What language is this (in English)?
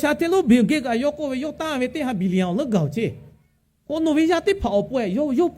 Lahu